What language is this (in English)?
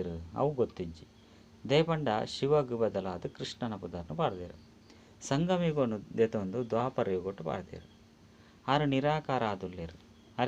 Tulu